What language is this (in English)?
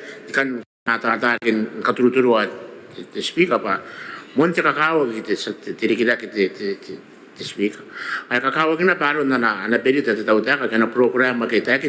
Gilbertese